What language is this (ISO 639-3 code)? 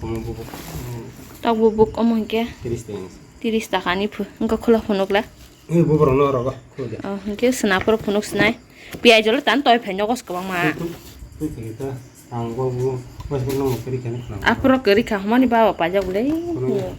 trp